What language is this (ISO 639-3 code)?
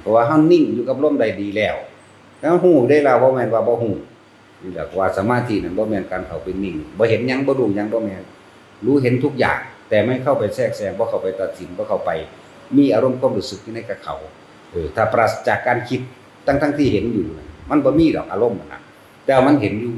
lao